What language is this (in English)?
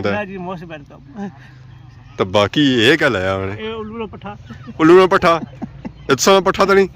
Pahari-Potwari